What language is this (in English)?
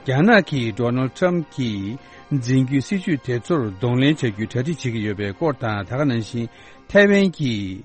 Tibetan